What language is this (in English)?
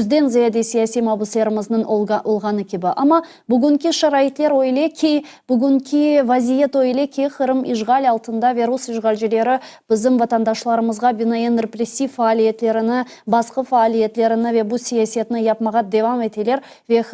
Crimean Tatar